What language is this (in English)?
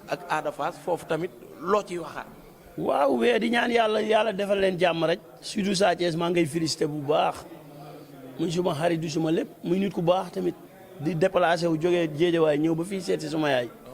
Wolof